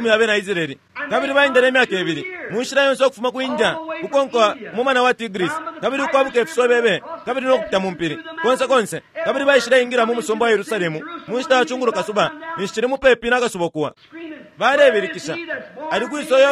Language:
Bemba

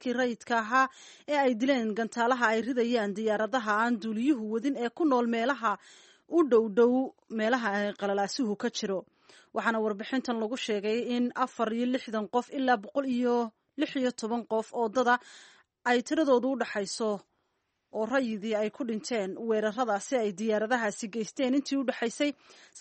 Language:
Somali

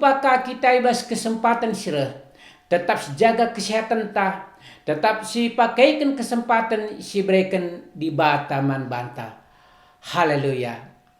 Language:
Batak Karo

